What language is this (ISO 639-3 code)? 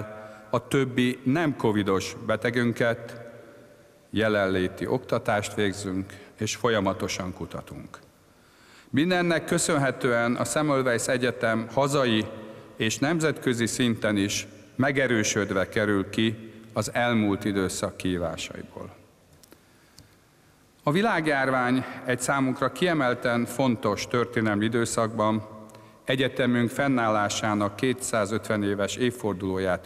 hun